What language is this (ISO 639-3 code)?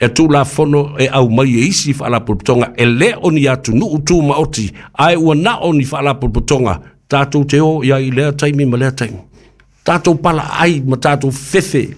smo